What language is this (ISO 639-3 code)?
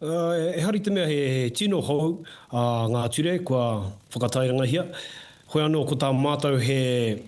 mri